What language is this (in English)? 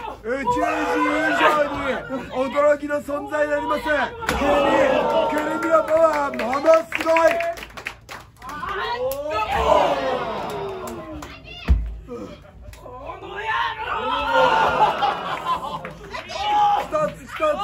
Japanese